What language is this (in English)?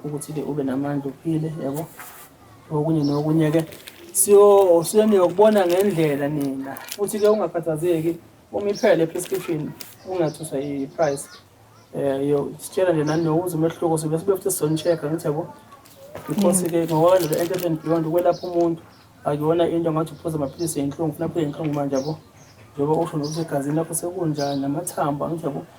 Zulu